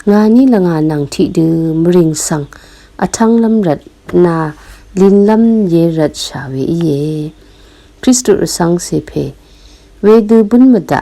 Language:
Rawang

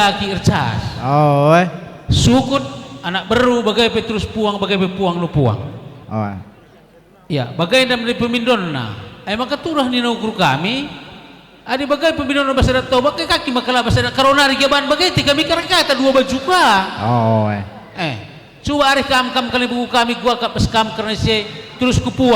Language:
Batak Karo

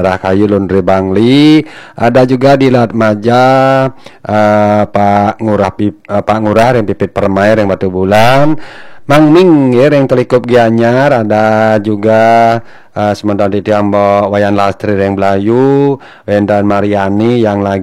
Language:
Balinese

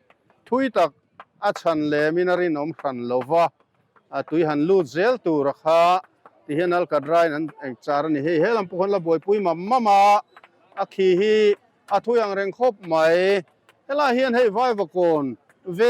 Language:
Mizo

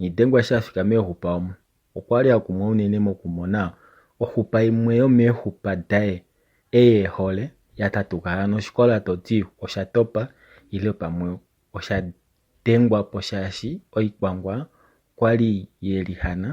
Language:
Kuanyama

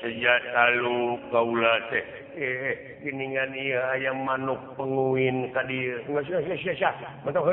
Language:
Sundanese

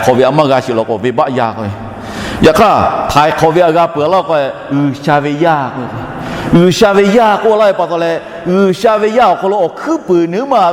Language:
Lahu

